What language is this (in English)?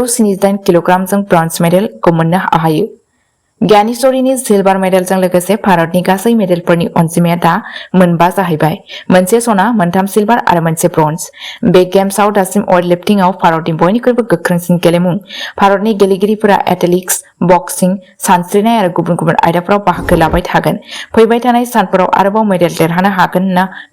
Bodo